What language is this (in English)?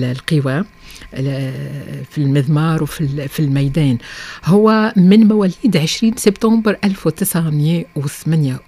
Tunisian Arabic